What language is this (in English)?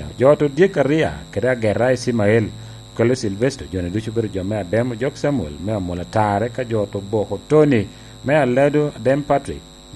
Lango (Uganda)